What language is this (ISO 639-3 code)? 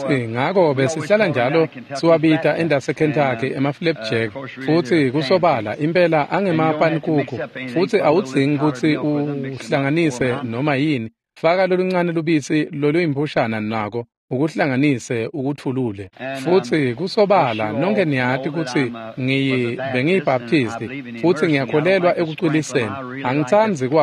ssw